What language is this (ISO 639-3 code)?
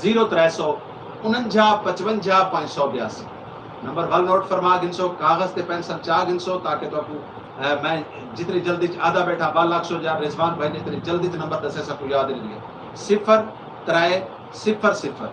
skr